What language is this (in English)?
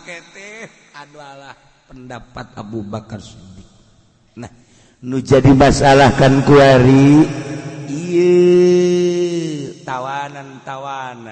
Sundanese